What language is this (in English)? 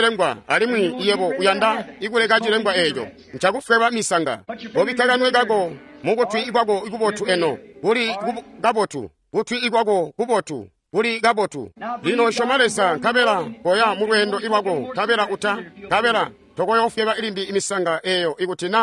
Tonga (Zambia)